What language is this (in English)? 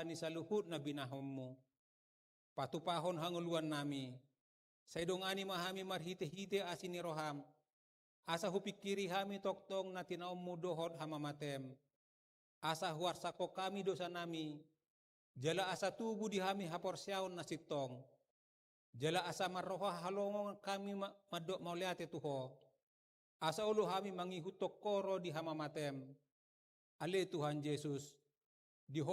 Batak Toba